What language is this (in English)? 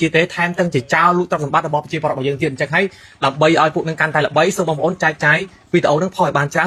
Khmer